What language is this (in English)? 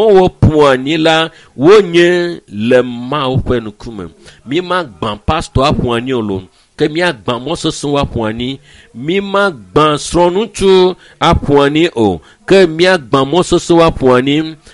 Ewe